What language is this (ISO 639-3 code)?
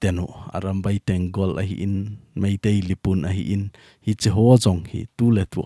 tcz